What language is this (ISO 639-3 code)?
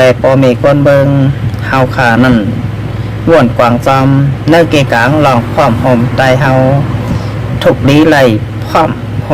shn